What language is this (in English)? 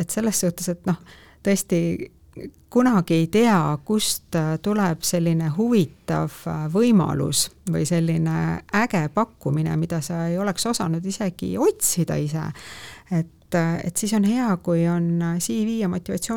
Estonian